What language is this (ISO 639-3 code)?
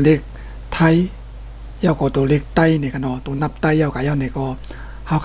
shn